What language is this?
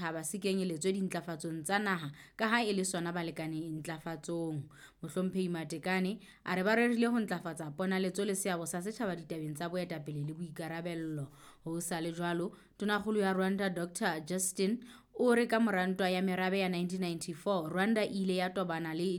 Southern Sotho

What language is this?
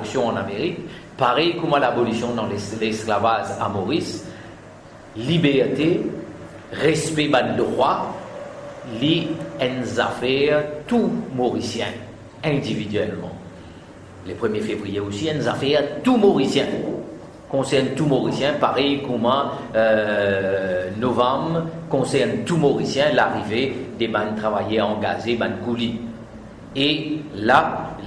Morisyen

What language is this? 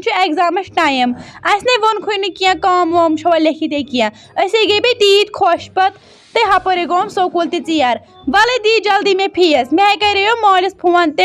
Kashmiri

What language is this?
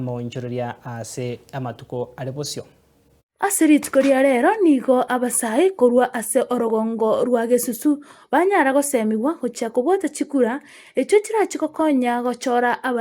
Gusii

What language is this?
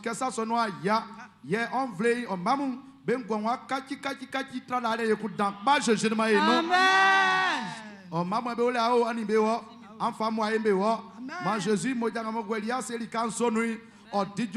Baoulé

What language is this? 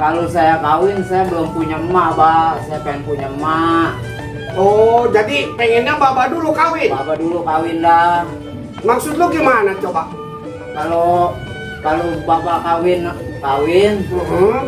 Betawi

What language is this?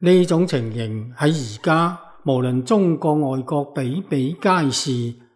Cantonese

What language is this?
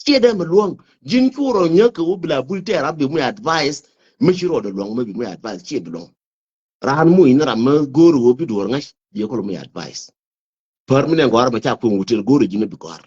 Nuer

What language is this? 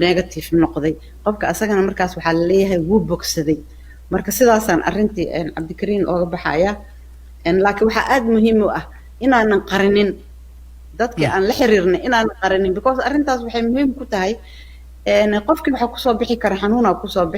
Somali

